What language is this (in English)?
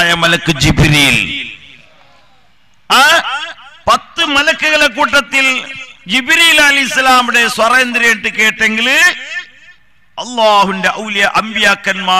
Malayalam